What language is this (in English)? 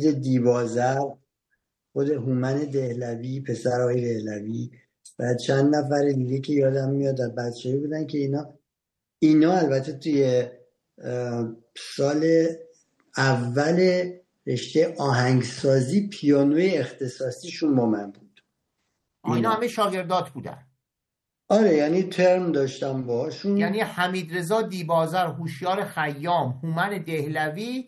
Persian